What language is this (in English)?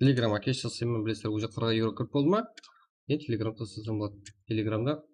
Kara-Kalpak